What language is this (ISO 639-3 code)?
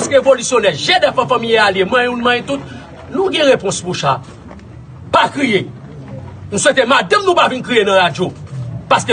hat